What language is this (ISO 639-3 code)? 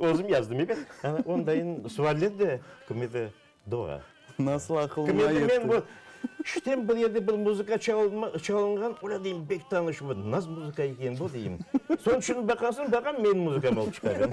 crh